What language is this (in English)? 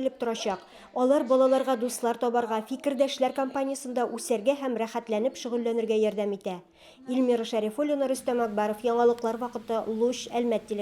Tatar